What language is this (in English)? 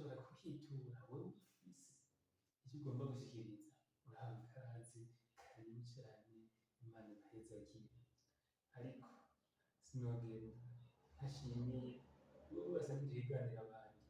Rundi